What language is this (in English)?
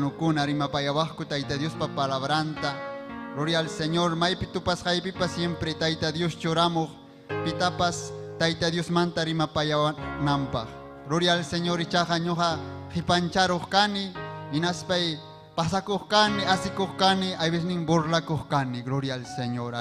Ayacucho Quechua